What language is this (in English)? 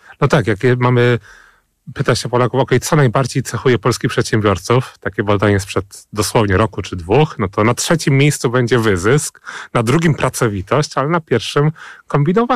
Polish